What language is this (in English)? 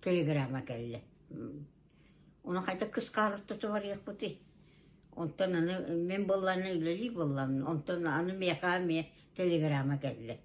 Yakut